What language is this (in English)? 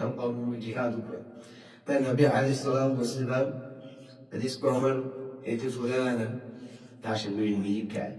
Divehi